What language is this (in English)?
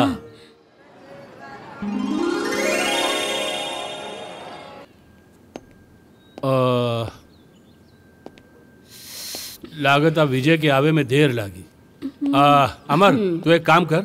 Bhojpuri